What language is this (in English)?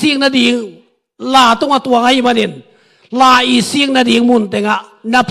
Tedim Chin